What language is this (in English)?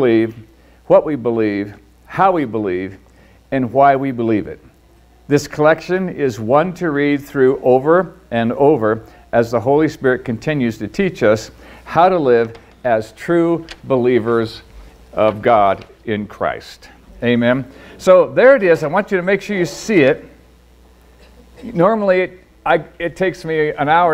English